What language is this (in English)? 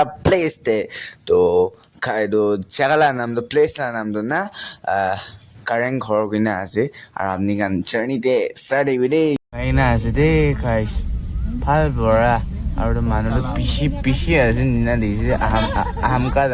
Naga Pidgin